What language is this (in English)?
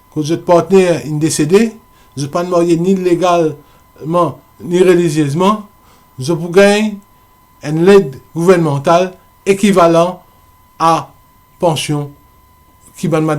Morisyen